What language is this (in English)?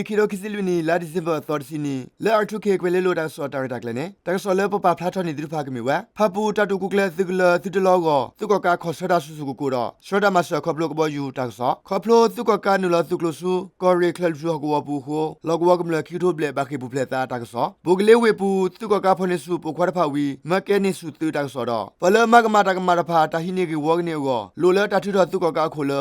S'gaw Karen